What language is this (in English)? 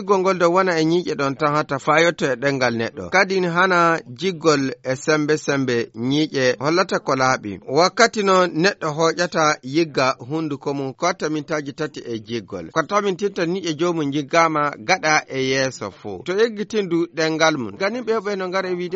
Fula